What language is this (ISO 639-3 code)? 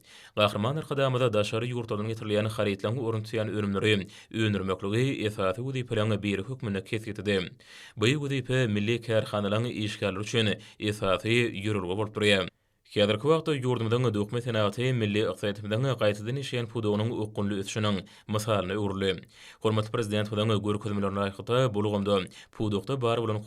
tuk